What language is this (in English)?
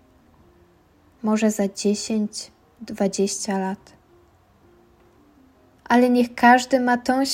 Polish